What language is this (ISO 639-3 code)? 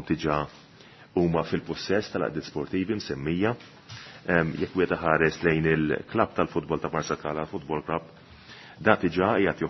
mlt